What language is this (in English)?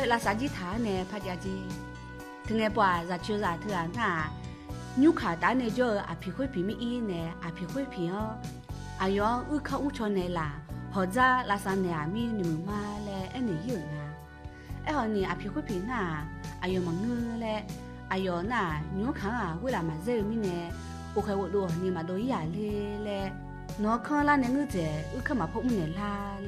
Akha